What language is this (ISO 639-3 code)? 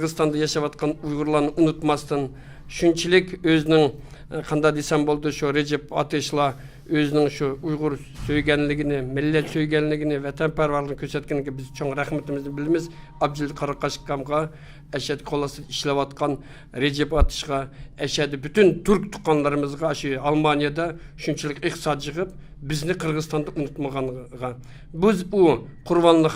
uig